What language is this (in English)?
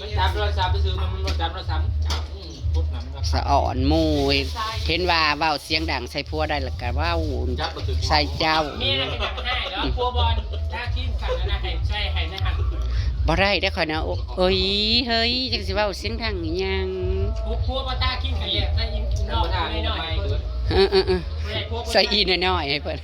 Northeastern Thai